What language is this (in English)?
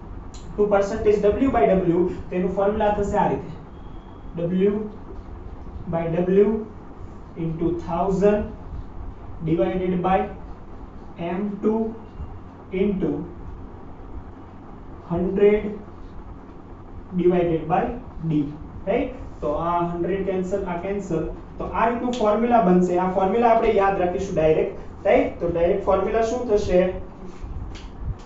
Gujarati